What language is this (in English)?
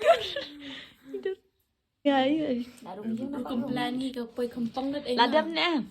Khasi